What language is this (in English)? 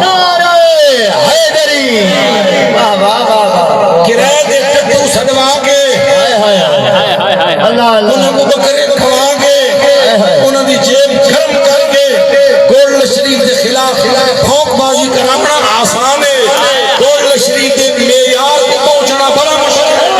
Saraiki